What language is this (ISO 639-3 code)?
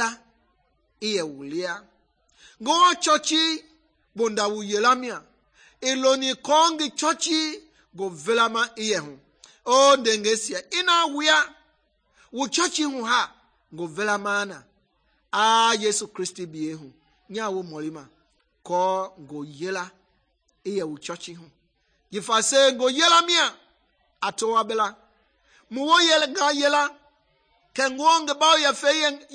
men